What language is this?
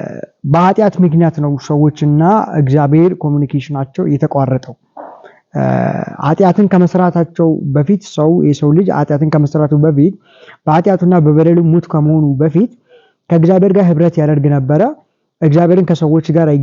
Amharic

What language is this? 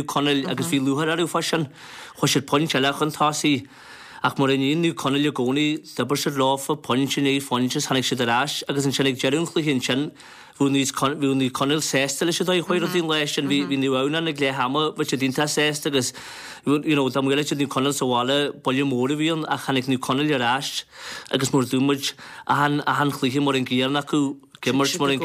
Irish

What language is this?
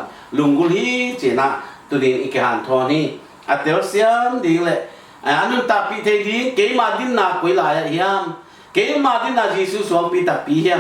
Tedim Chin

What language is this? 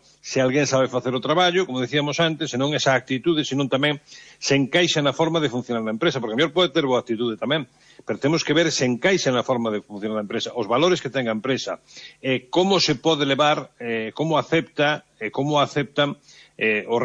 Galician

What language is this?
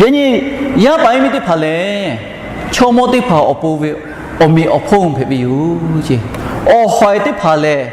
Lahu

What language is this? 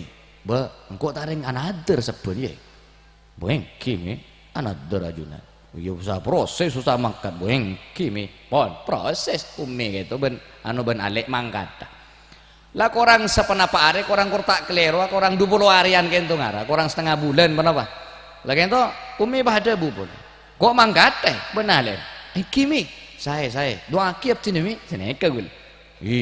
Madurese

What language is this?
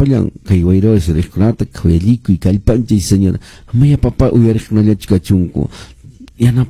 Quechua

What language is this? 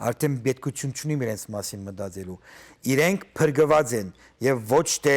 Western Armenian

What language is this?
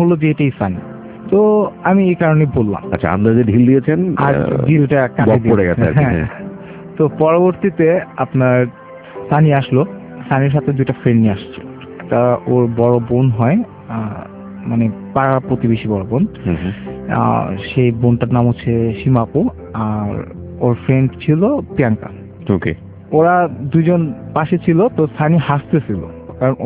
Bangla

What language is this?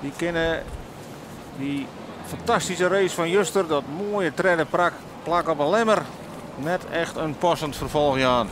Western Frisian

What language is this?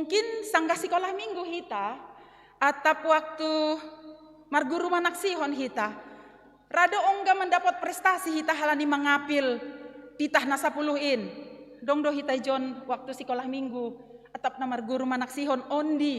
Batak Simalungun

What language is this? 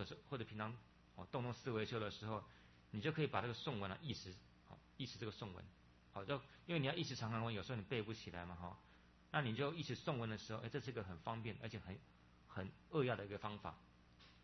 Chinese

